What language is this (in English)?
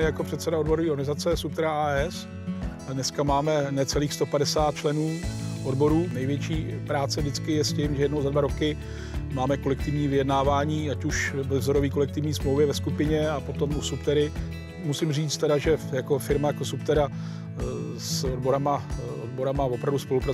Czech